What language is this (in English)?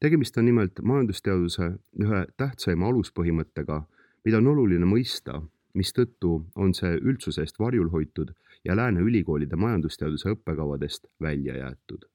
Estonian